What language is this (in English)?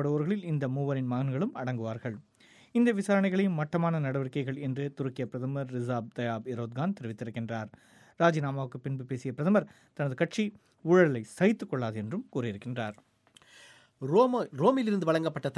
Tamil